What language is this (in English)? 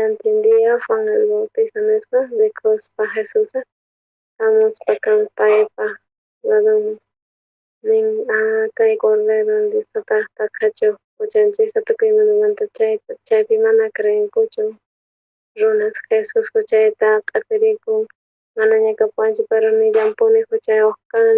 South Bolivian Quechua